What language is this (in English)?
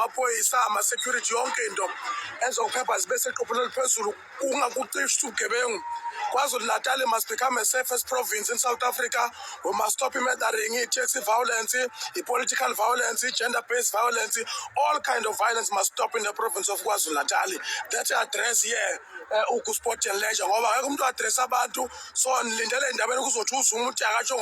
Zulu